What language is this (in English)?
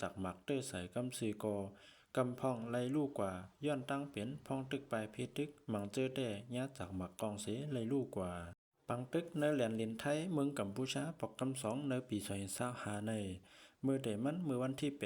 Shan